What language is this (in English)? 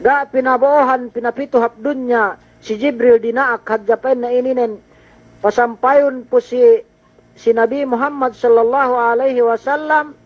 Yakan